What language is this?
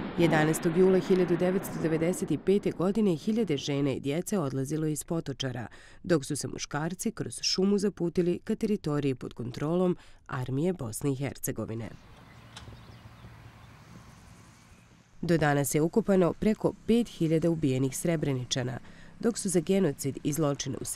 Bosnian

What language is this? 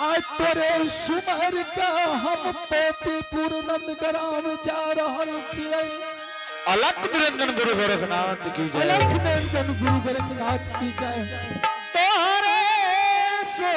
Angika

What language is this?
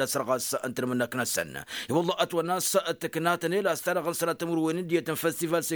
Tamasheq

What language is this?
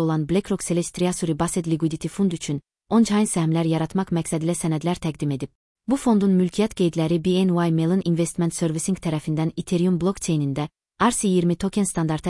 Azerbaijani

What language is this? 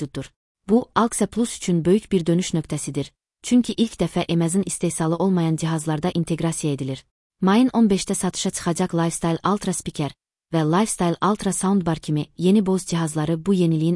Azerbaijani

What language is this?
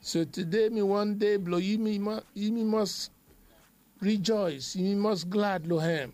Bislama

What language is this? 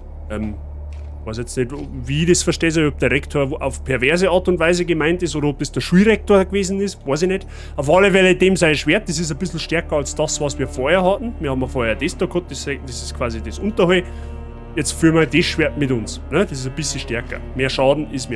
Bavarian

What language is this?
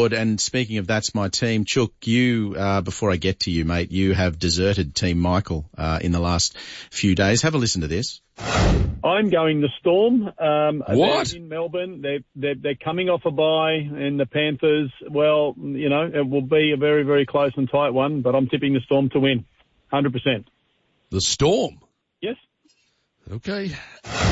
English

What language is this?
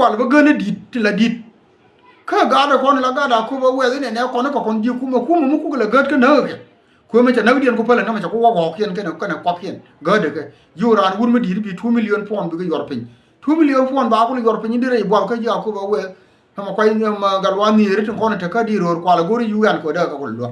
Nuer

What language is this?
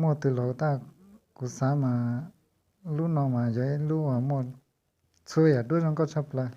Hmong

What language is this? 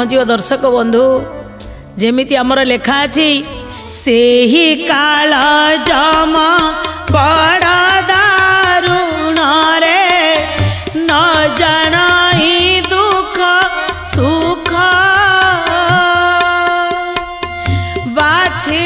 Odia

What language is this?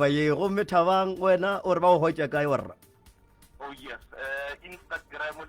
Northern Sotho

